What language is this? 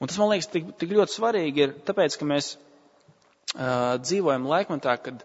Latvian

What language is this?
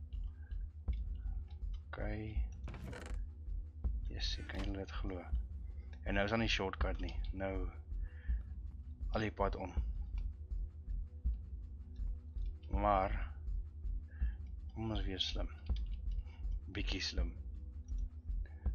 Afrikaans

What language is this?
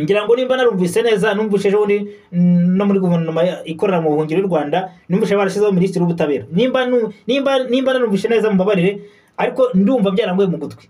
Kinyarwanda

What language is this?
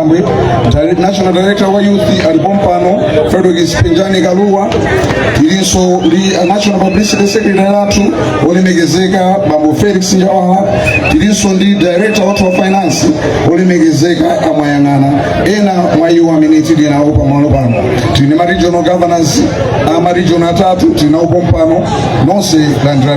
Nyanja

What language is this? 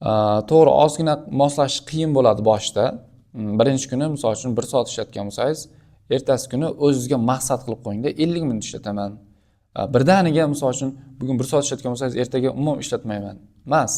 Uzbek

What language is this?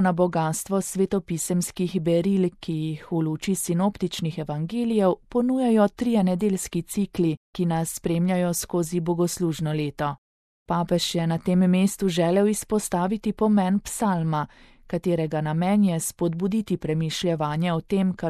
Slovenian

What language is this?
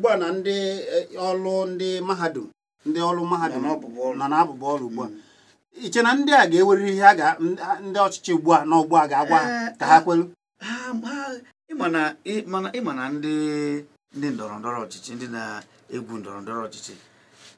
Igbo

